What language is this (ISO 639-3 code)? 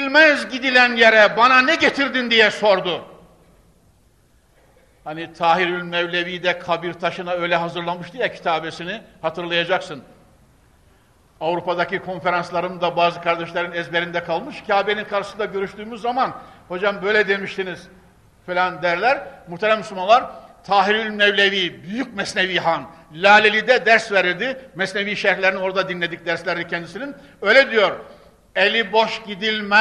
tur